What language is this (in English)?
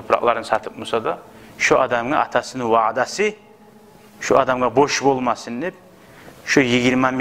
Kumyk